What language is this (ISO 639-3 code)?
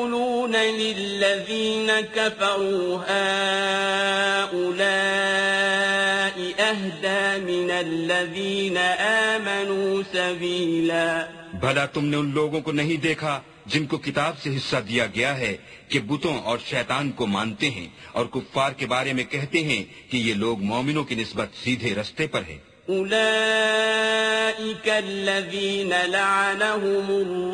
urd